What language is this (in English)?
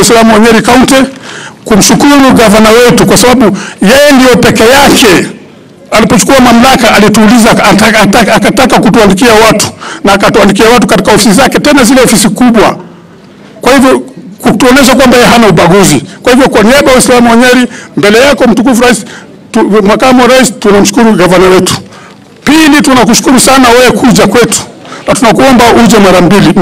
Swahili